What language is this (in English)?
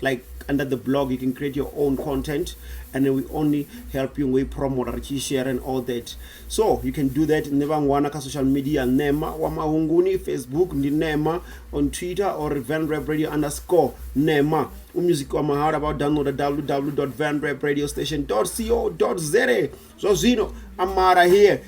Venda